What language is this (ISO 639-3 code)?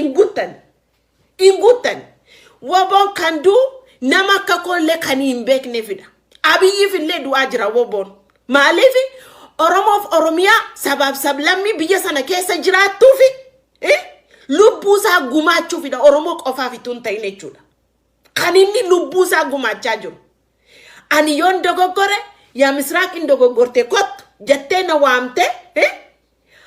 orm